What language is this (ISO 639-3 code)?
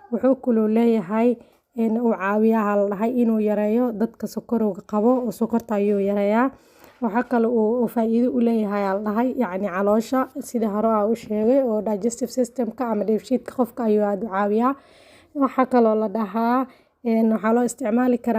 som